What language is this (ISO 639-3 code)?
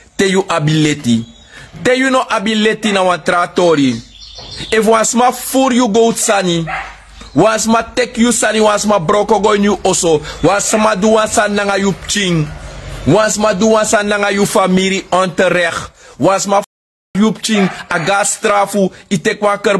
srn